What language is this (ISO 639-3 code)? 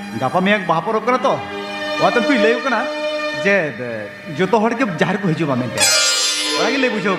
sat